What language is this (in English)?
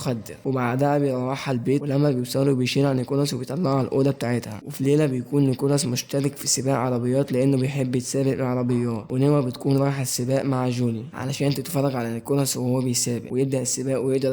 Egyptian Arabic